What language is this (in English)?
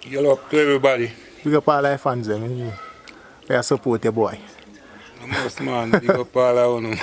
Jamaican Creole English